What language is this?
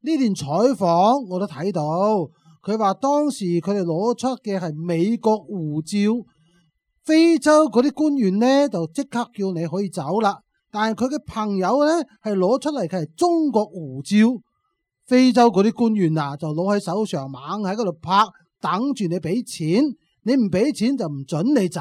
Cantonese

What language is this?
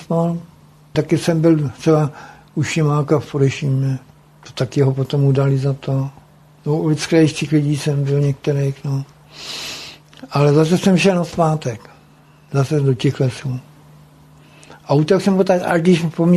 Czech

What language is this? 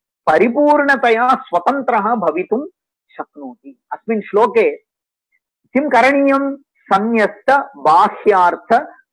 Sanskrit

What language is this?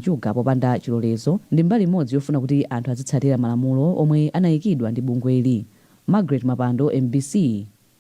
Nyanja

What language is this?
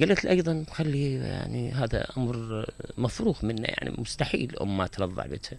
Mesopotamian Arabic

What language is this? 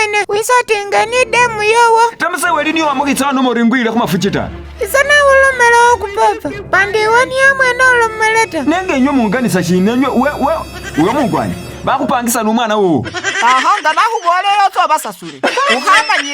Masaaba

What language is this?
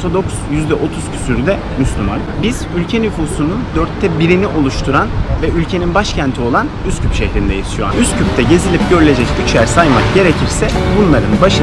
Turkish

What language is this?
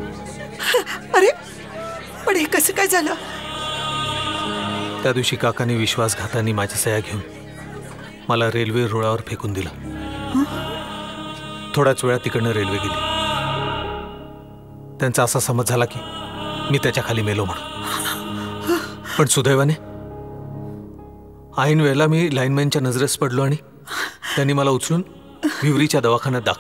Marathi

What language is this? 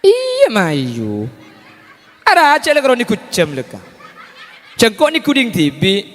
Madurese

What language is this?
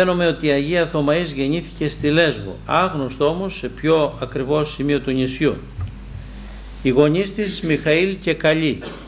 Greek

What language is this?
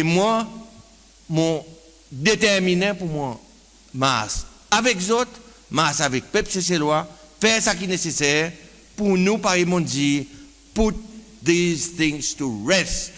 Seselwa Creole French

